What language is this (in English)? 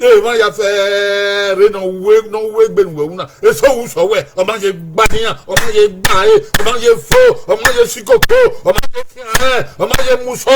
Bini